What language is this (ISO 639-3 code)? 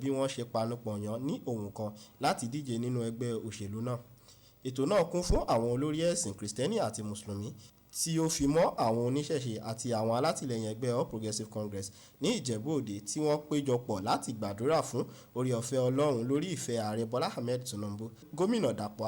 yor